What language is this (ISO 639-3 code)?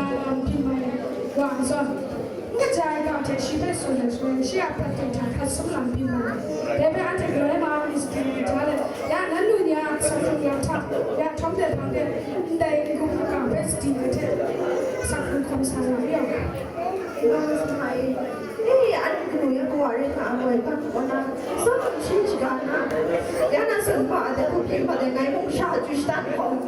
kac